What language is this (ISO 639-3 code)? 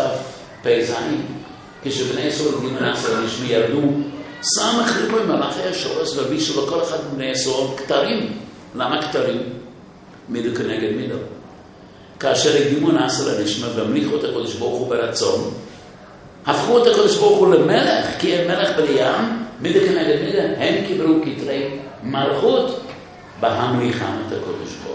heb